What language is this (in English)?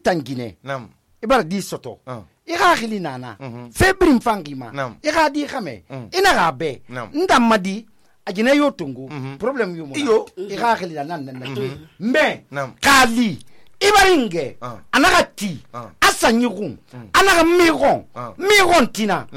Susu